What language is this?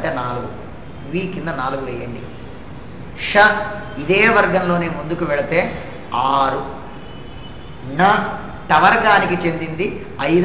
Telugu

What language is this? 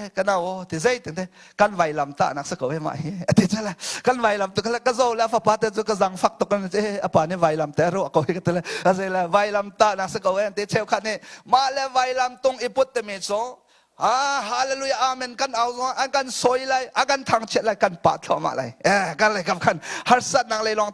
Hakha Chin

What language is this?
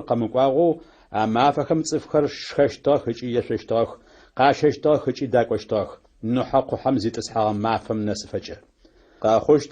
Adyghe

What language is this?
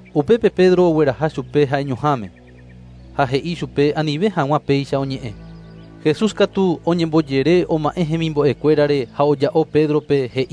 Guarani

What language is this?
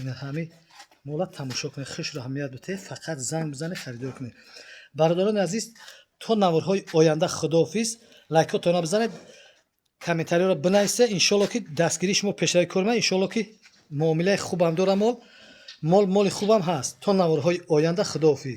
Tajik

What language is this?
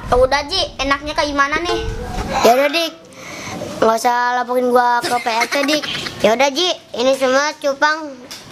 Betawi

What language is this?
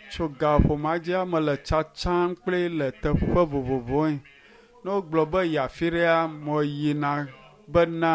Ewe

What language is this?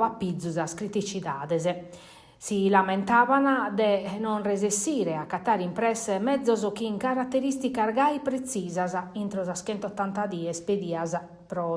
Sardinian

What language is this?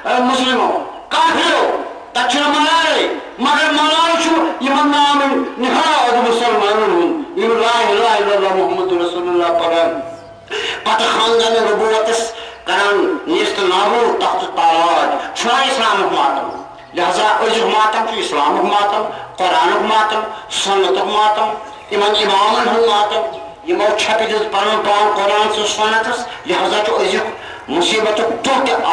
Kashmiri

